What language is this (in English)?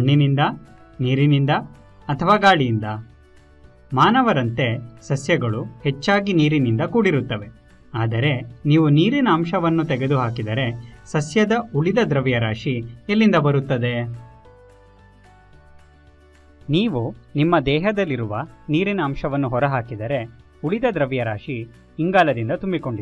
Kannada